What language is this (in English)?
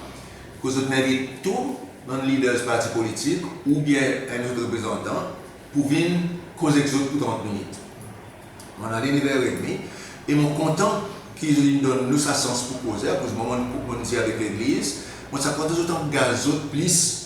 Seselwa Creole French